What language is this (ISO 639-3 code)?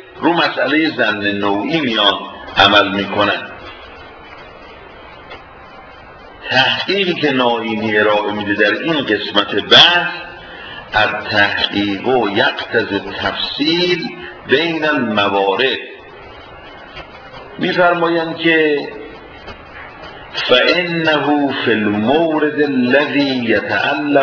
fas